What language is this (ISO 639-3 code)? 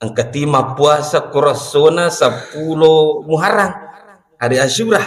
bug